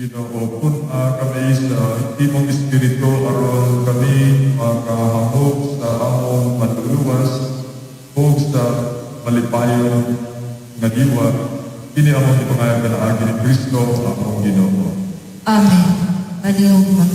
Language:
Cebuano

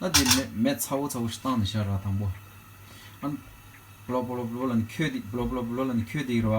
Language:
Tibetan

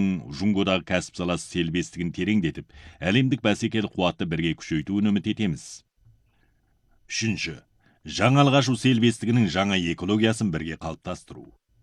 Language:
Kazakh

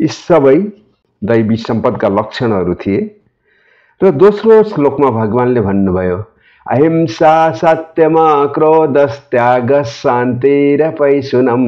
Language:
Nepali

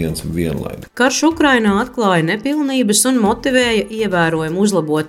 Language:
Latvian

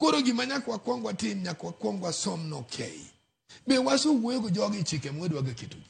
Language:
Luo (Kenya and Tanzania)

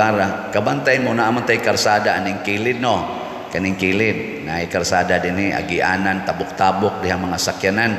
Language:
Cebuano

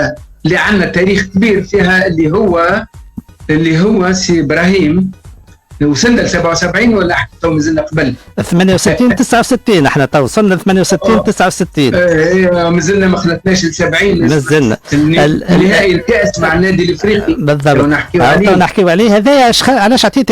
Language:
Tunisian Arabic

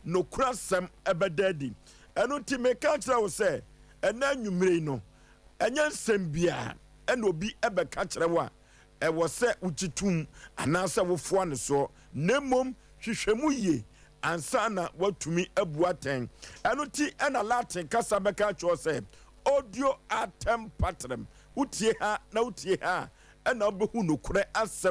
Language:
Akan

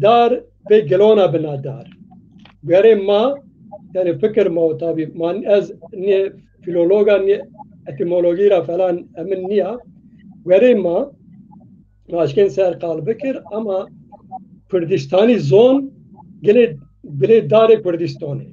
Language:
Zaza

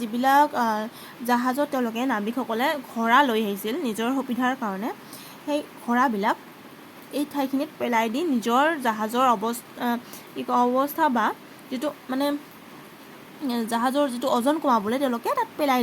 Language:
Assamese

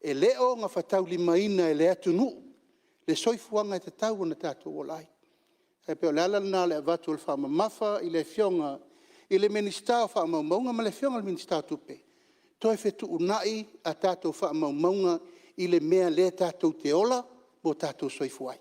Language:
Samoan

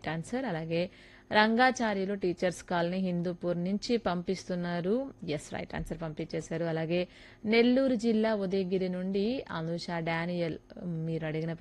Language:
Telugu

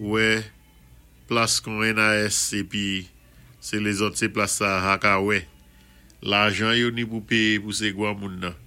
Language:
Saint Lucian Creole French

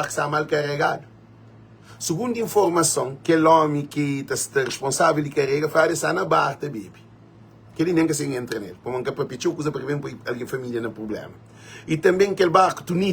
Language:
Kabuverdianu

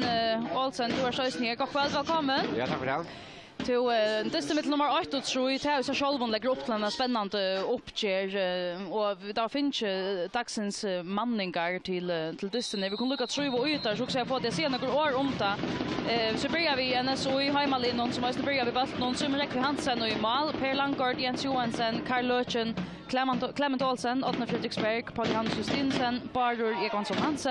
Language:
Faroese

